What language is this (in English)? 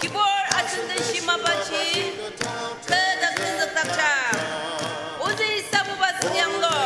Ao Naga